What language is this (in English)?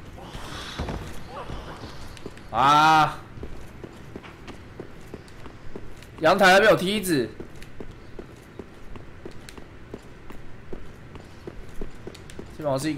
Chinese